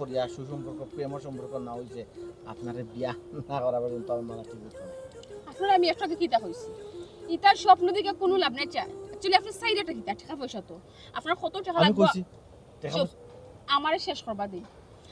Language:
Sylheti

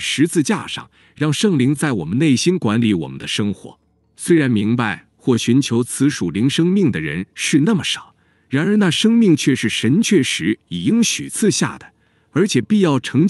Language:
Chinese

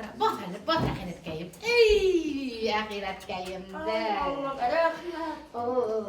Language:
Bashkir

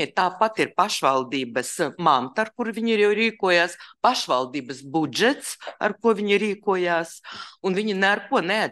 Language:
Latvian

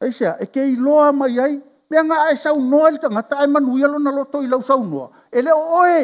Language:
Samoan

